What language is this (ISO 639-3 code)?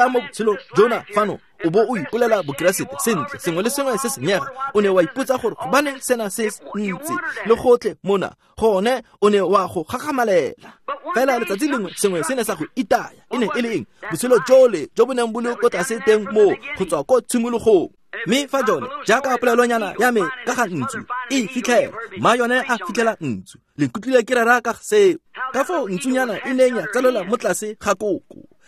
tsn